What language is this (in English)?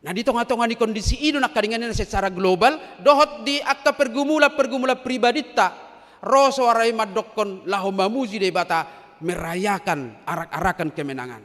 Batak Toba